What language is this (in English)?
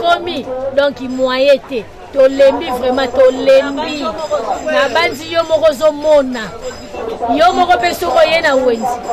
Lingala